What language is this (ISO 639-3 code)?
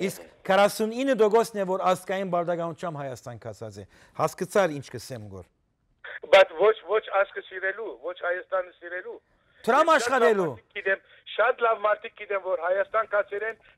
hyw